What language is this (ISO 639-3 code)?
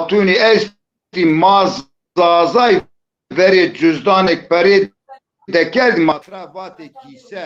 zza